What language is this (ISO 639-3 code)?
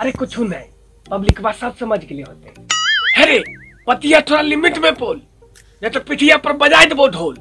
mag